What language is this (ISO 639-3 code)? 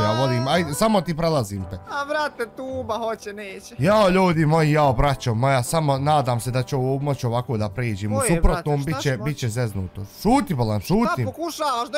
bos